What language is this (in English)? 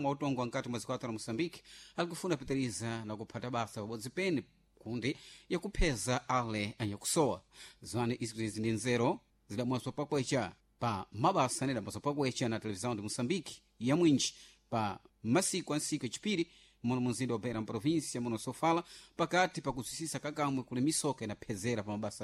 Sena